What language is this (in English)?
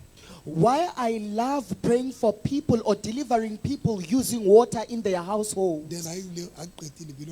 Southern Sotho